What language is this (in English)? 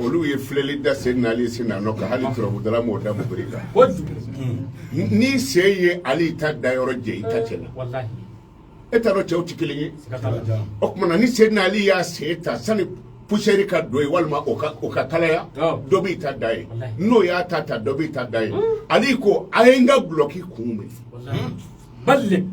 Bambara